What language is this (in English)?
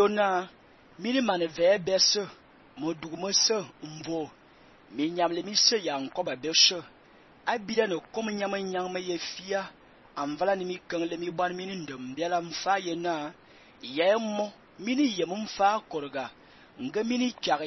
Fang